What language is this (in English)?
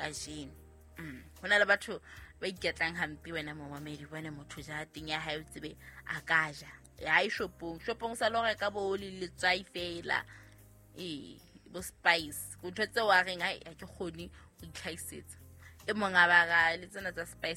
Southern Sotho